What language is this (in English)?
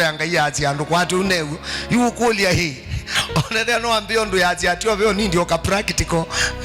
Kamba